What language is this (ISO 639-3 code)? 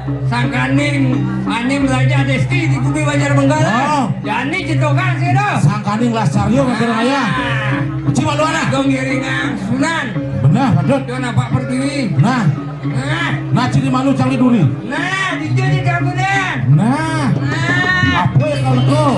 ban